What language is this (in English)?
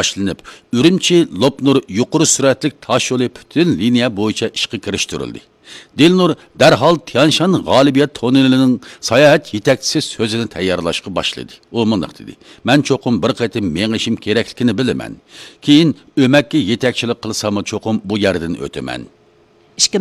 Uyghur